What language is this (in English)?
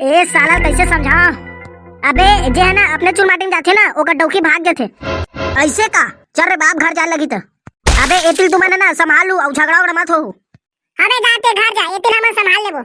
Chhattisgarhi